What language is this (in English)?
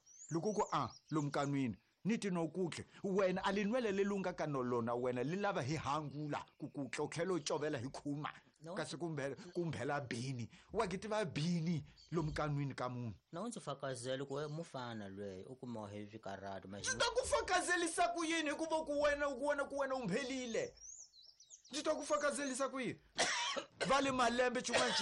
Tsonga